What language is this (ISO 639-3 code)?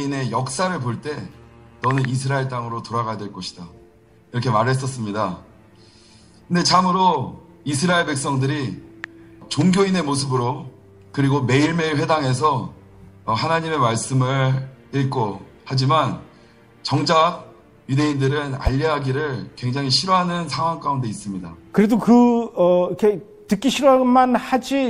kor